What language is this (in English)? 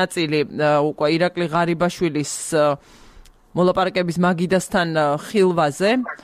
Georgian